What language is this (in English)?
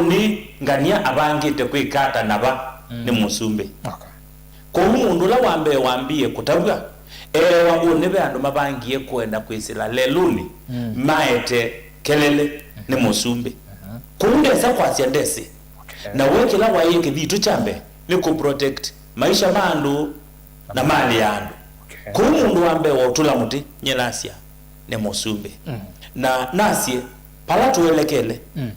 Kamba